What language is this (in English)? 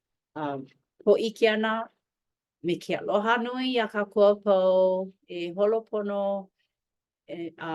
Hawaiian